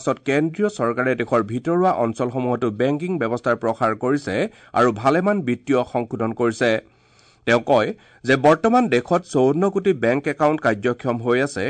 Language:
Assamese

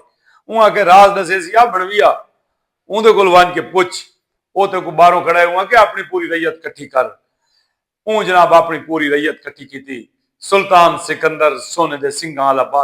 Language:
Saraiki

